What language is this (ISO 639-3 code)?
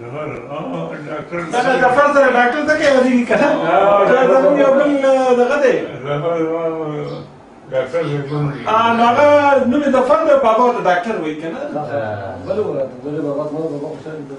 pus